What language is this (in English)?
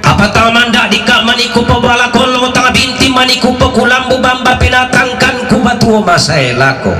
Toraja-Sa'dan